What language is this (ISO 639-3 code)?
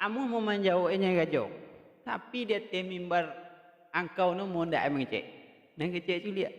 min